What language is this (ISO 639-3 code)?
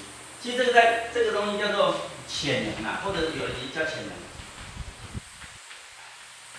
zho